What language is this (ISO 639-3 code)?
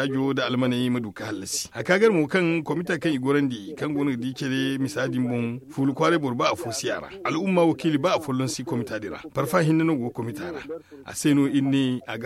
dje